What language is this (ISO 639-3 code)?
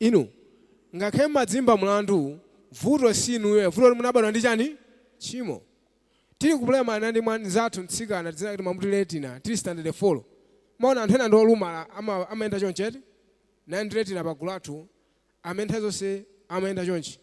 nya